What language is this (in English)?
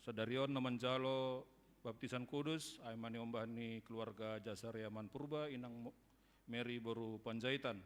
Batak Simalungun